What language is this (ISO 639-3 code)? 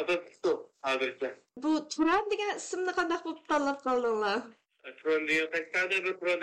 uig